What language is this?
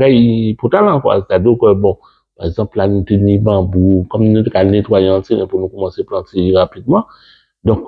Guadeloupean Creole French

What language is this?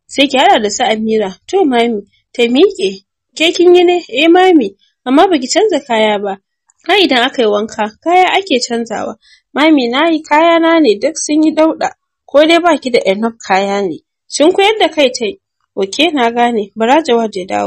Hausa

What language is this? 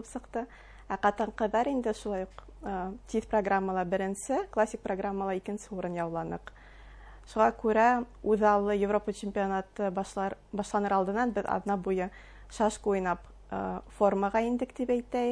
Bashkir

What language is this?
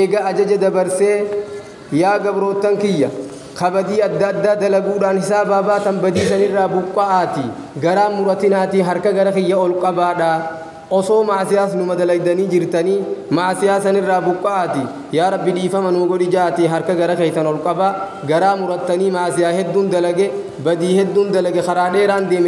Oromo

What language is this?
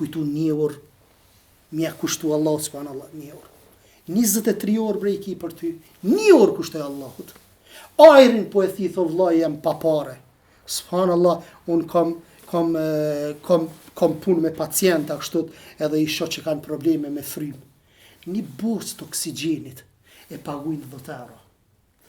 Albanian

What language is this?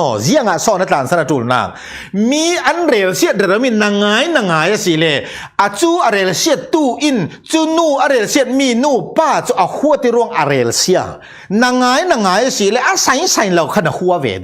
Falam Chin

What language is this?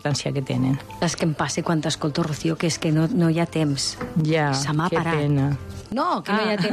Catalan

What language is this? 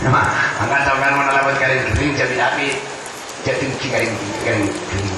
Madurese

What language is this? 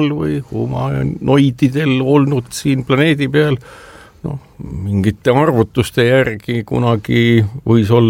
Estonian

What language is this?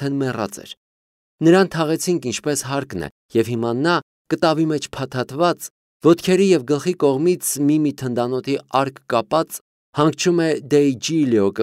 Armenian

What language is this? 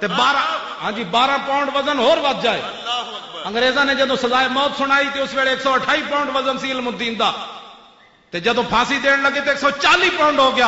Western Panjabi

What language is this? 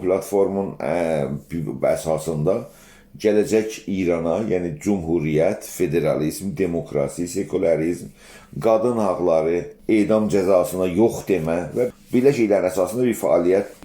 South Azerbaijani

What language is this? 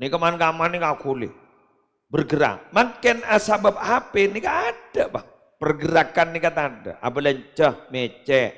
Madurese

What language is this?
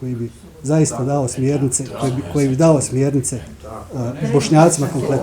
Bosnian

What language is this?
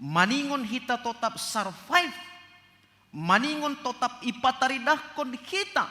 Batak Simalungun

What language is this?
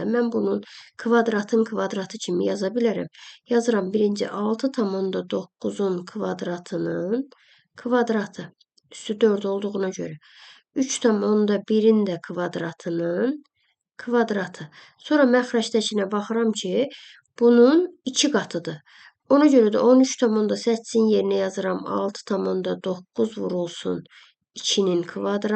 Azerbaijani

